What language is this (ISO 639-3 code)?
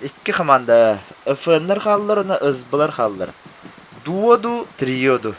sah